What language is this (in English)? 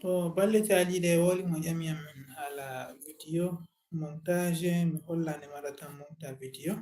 Fula